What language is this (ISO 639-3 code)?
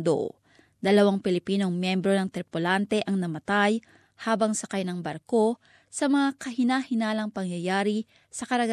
fil